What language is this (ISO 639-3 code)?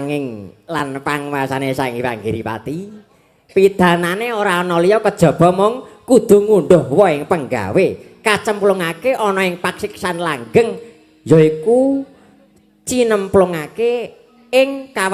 jav